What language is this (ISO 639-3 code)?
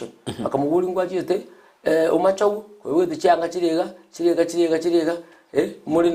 guz